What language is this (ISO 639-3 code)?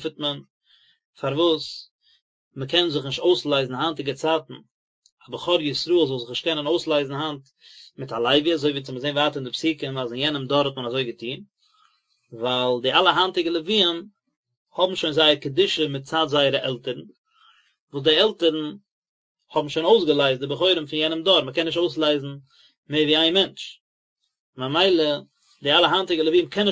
yid